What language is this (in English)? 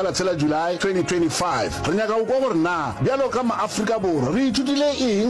Northern Sotho